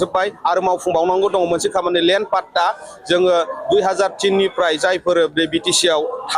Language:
Bodo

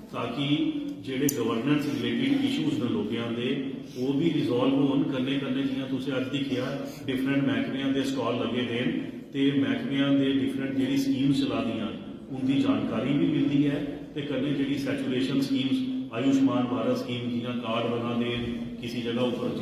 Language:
Dogri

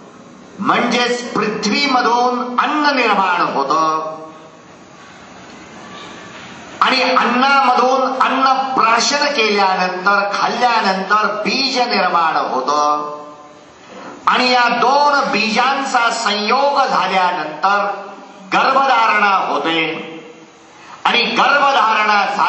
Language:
Marathi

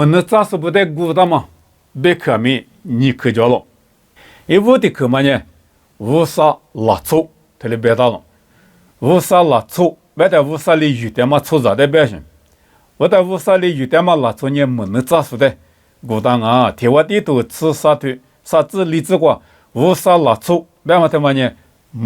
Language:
Lisu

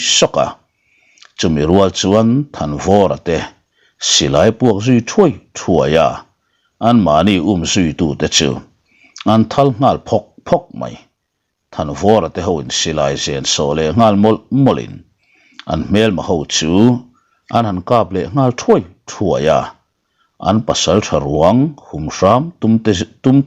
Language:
Mizo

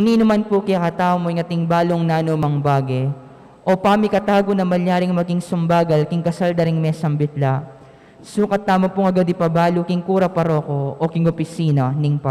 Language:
Pampanga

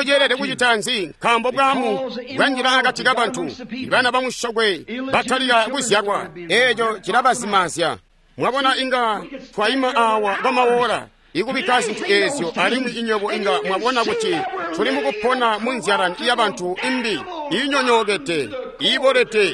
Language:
Tonga (Zambia)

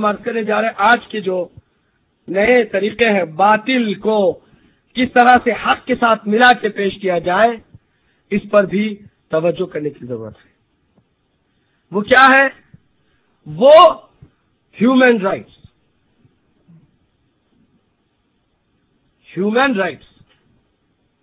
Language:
Urdu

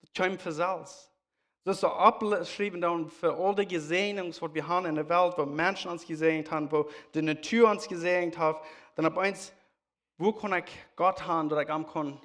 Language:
Plautdietsch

